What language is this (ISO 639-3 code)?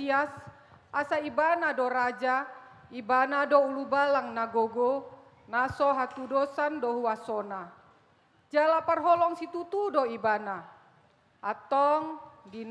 bbc